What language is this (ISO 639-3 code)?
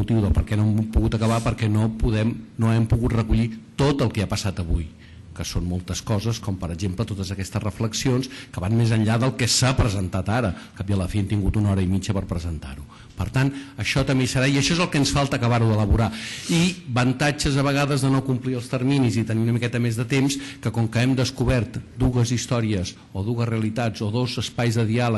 cat